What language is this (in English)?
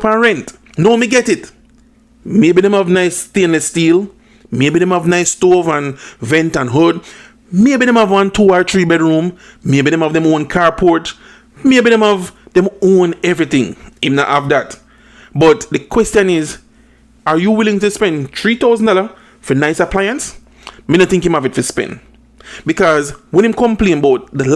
Jamaican Creole English